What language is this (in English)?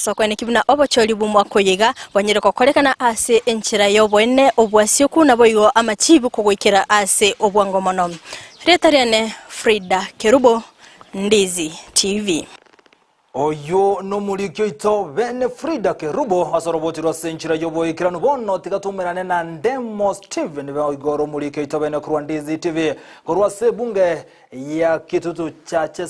Gusii